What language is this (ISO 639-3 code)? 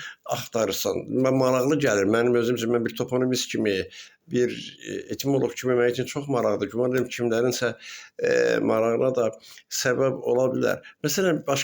aze